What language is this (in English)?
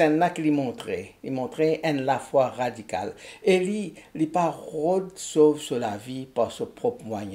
Morisyen